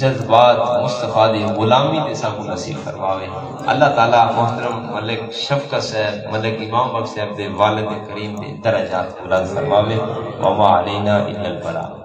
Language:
Saraiki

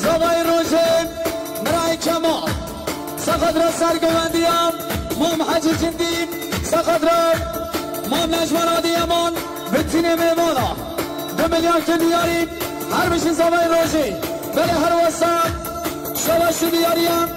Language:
Kurdish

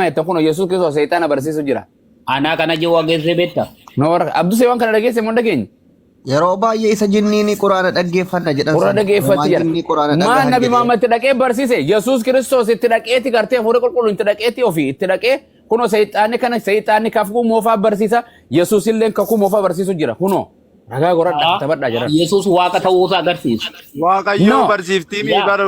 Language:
Oromo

